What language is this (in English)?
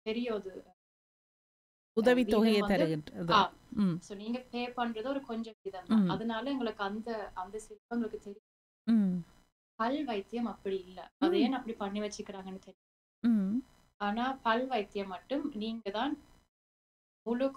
Tamil